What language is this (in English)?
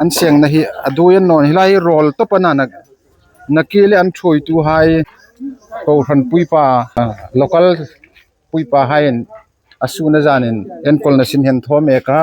Hmar